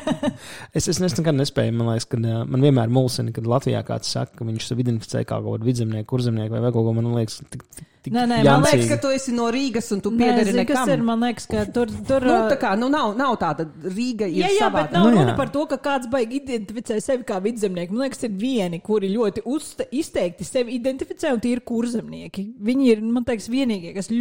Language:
Latvian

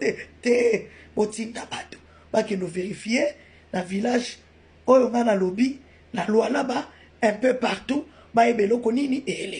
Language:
Lingala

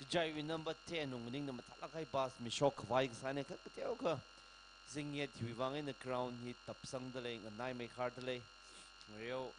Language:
Tangkhul Naga (India)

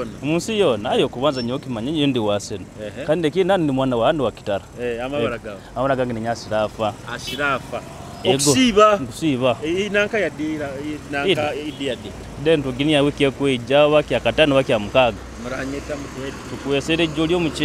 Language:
Nyoro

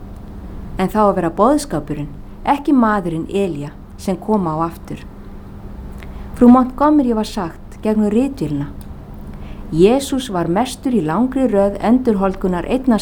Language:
Icelandic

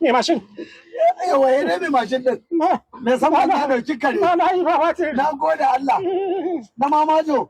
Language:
Hausa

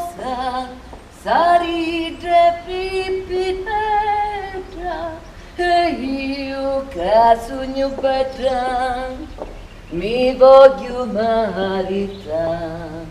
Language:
Sicilian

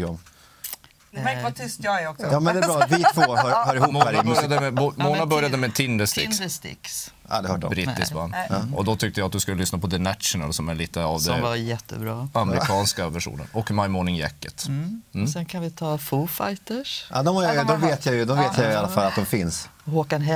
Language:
Swedish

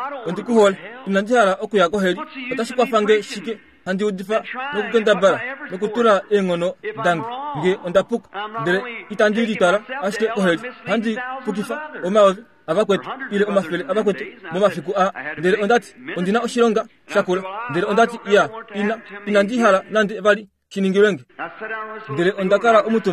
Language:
Kuanyama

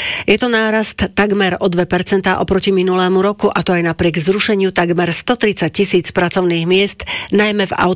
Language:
Slovak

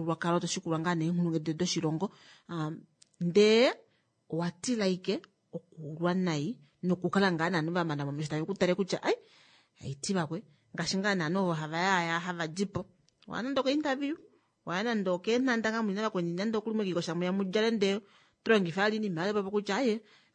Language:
Kuanyama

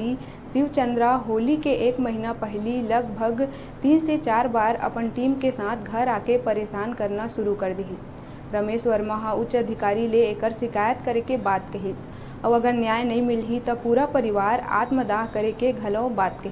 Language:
Chhattisgarhi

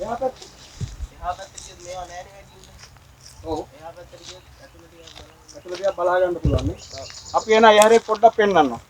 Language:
Sinhala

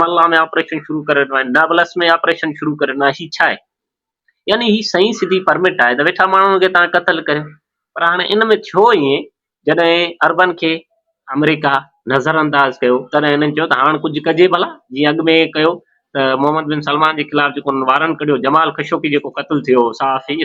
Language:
Sindhi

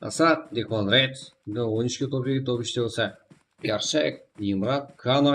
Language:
Kara-Kalpak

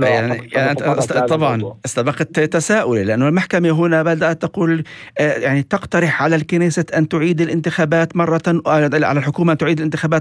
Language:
North Levantine Arabic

